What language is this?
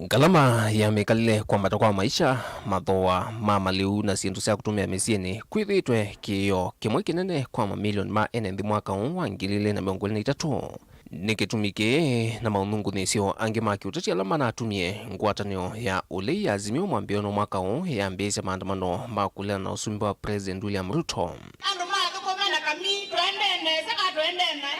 Kamba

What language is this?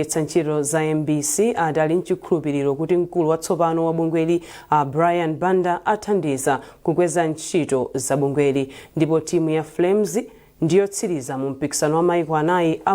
Nyanja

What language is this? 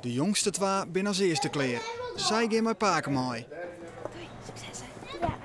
Western Frisian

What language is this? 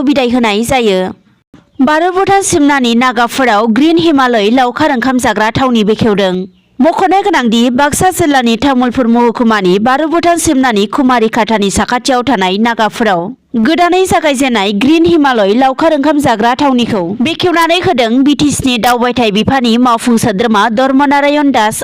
Bodo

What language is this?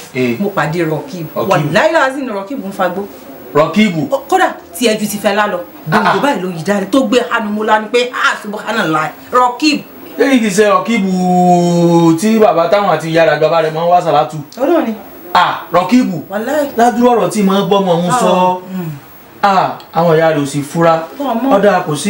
Yoruba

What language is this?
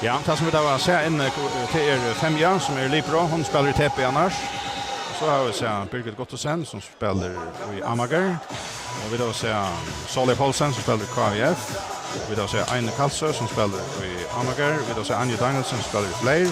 Faroese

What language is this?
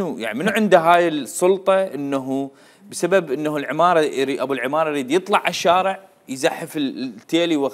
Mesopotamian Arabic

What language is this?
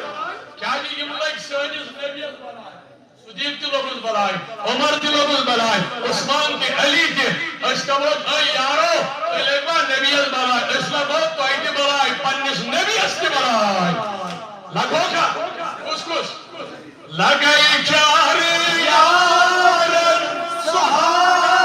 Kashmiri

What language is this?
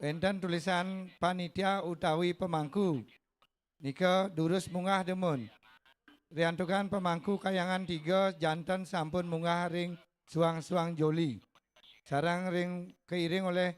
Balinese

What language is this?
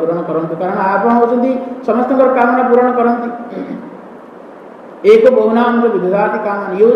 Odia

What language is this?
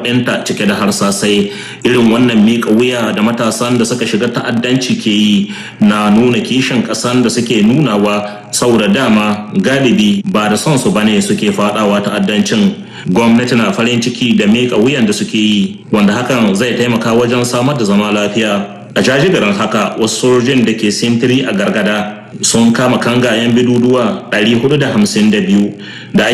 Hausa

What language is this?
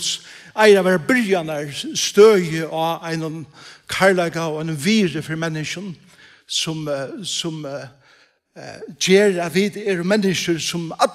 Faroese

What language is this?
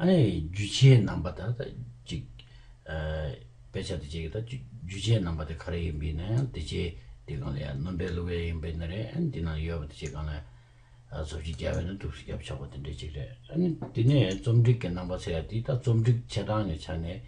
Tibetan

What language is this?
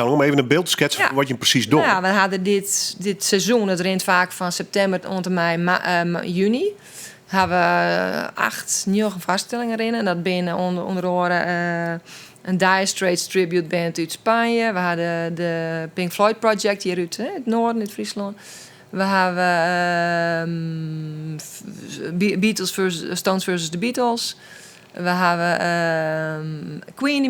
Western Frisian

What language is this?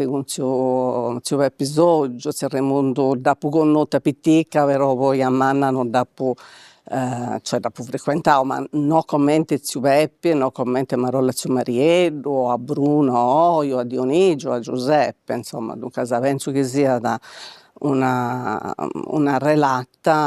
Sardinian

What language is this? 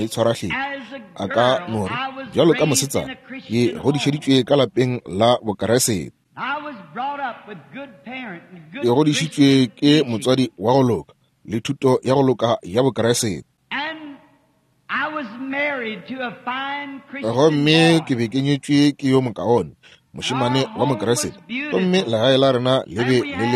Northern Sotho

